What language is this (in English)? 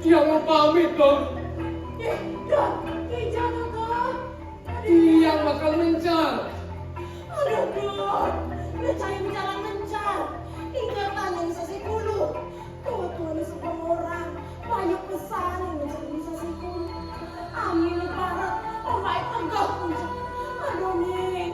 Balinese